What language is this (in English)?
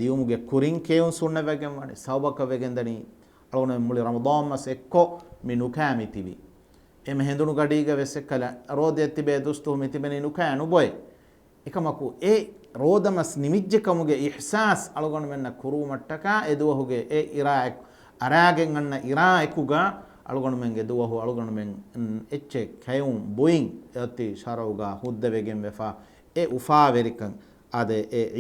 Divehi